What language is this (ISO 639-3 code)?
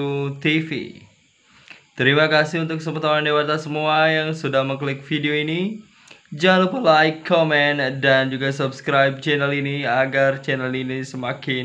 ban